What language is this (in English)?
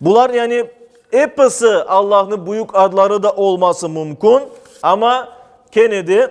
Crimean Tatar